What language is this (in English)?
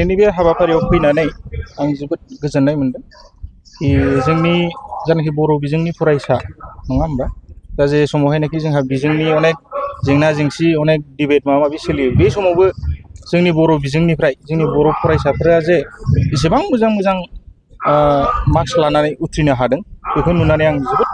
Bodo